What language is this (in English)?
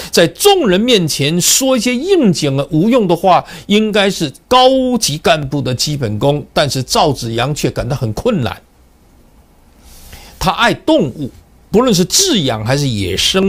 Chinese